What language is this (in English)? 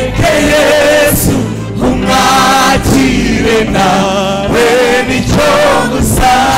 Kinyarwanda